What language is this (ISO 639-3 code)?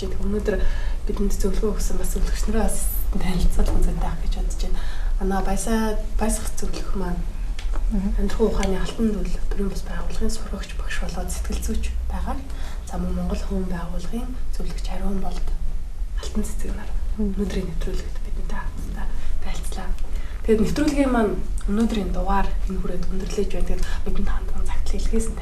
mon